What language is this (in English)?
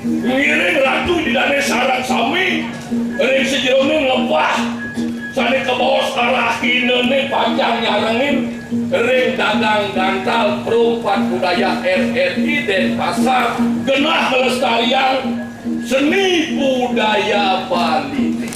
Balinese